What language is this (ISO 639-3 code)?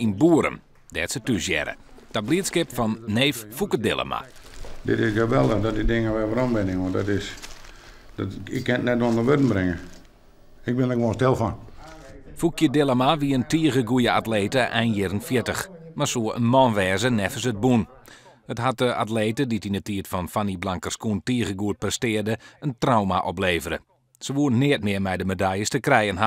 fry